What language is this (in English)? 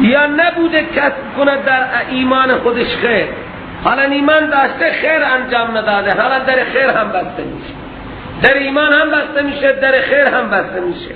Persian